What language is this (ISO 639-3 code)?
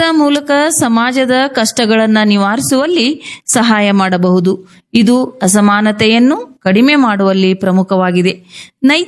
kan